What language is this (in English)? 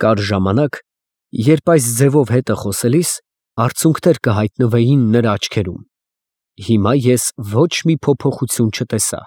Armenian